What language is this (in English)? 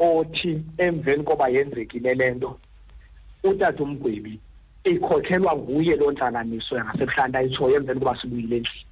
Xhosa